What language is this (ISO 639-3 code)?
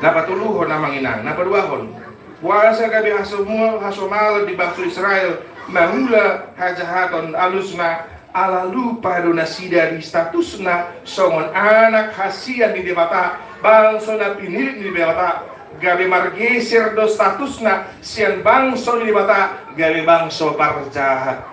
bbc